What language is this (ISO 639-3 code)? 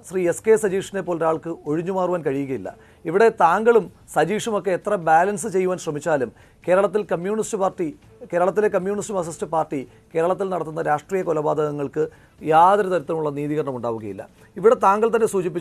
mal